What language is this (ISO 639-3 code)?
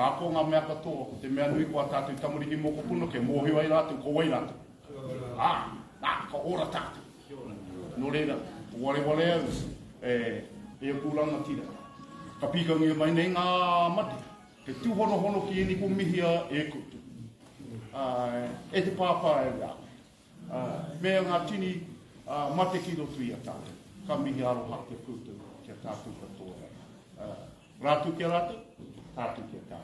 mri